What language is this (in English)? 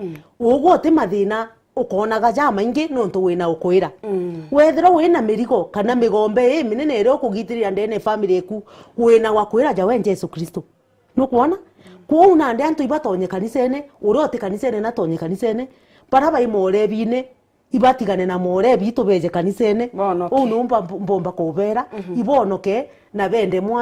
Meru